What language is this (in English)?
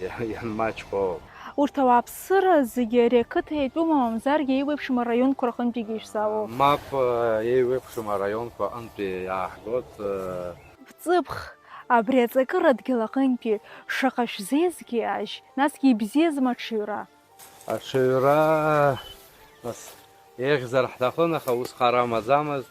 Abkhazian